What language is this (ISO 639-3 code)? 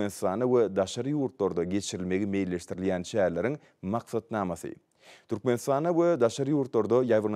tuk